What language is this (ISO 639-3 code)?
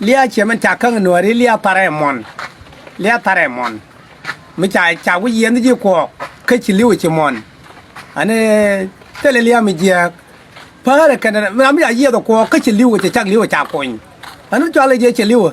nus